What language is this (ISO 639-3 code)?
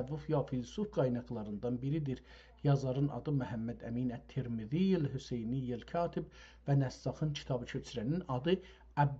azb